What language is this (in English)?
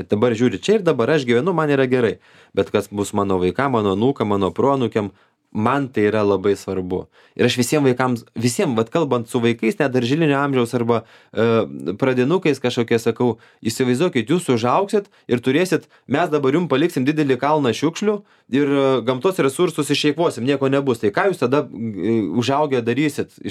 Lithuanian